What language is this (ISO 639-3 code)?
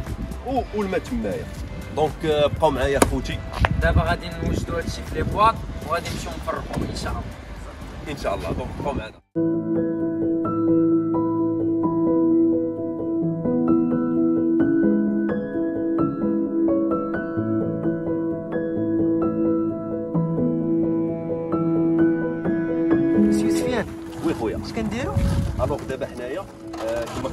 ary